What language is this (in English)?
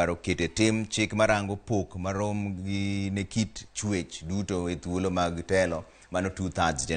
Luo (Kenya and Tanzania)